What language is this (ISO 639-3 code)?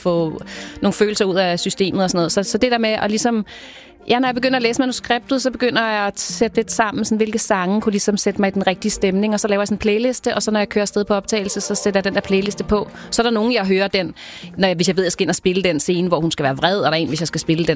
dan